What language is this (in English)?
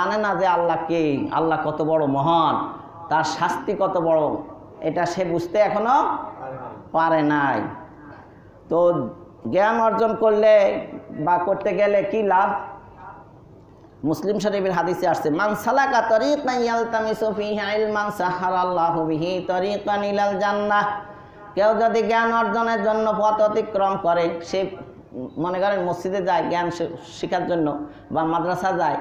Bangla